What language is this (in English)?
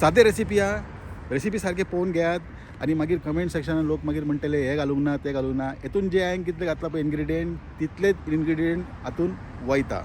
Konkani